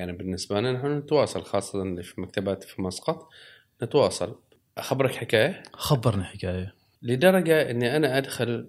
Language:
Gulf Arabic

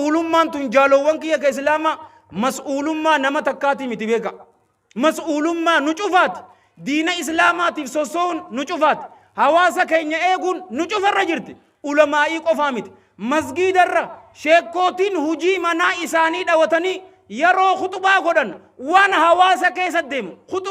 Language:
Oromo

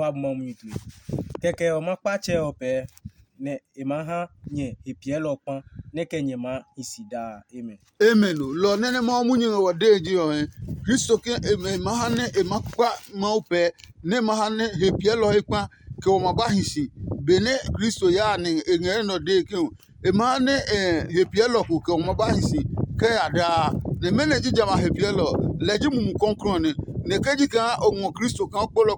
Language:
Adangme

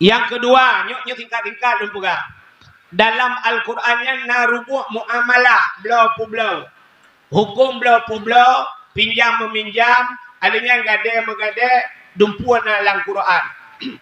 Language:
Achinese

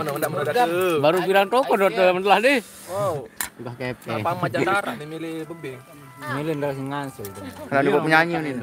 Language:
Sasak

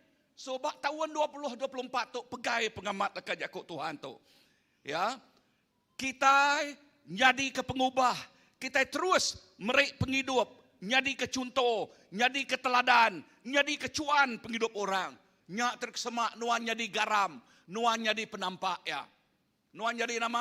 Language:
Iban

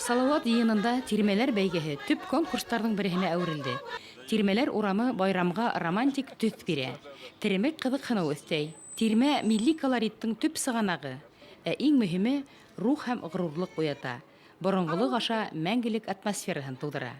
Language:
Bashkir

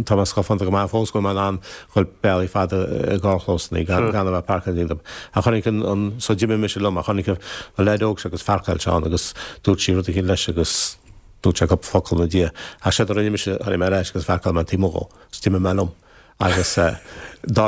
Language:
Irish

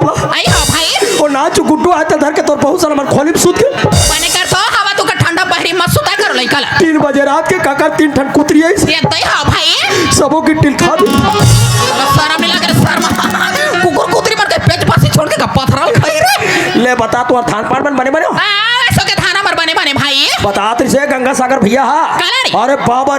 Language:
Chhattisgarhi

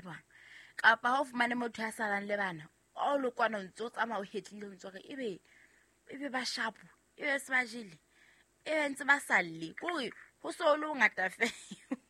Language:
Southern Sotho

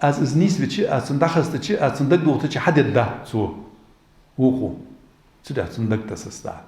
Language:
Ingush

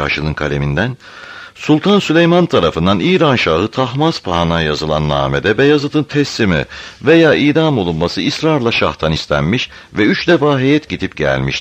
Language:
Turkish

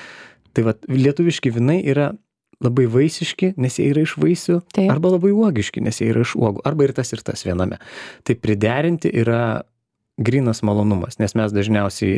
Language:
Lithuanian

